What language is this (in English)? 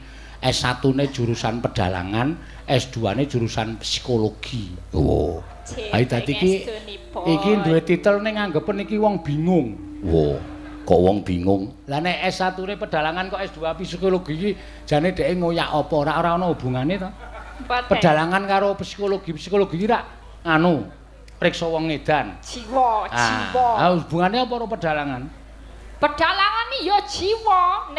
Javanese